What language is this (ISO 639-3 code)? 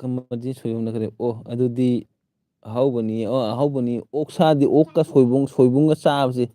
mni